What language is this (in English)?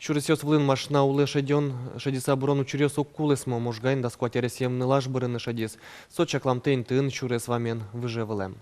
Udmurt